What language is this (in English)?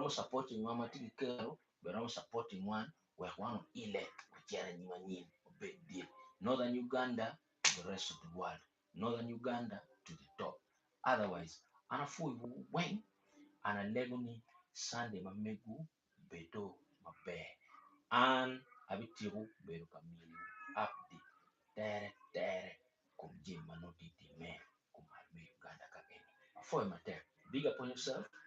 Acoli